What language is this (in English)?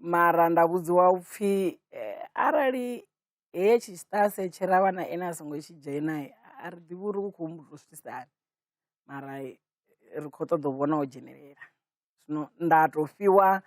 Venda